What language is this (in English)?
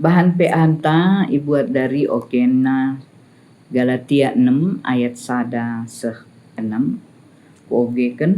Batak Karo